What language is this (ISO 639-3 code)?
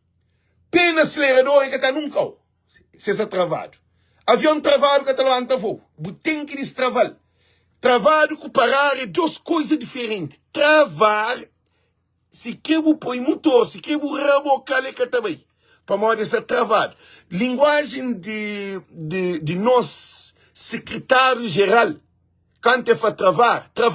kea